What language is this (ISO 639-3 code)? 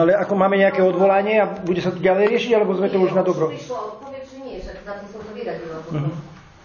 slk